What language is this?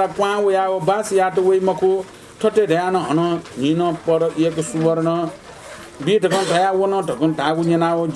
Newari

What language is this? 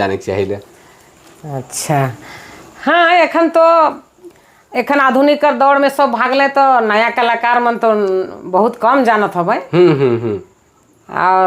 Sadri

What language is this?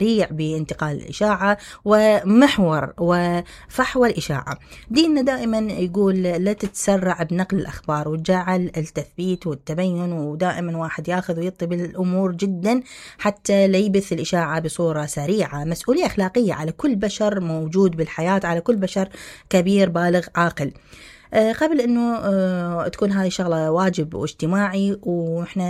Mesopotamian Arabic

